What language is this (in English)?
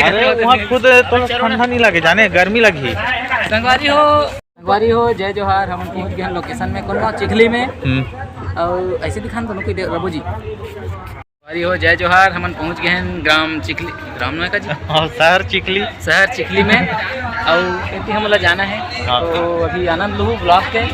Chhattisgarhi